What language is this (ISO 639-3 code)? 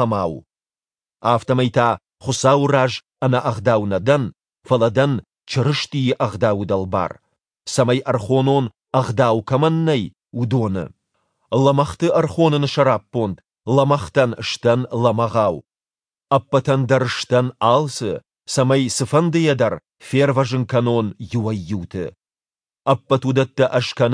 oss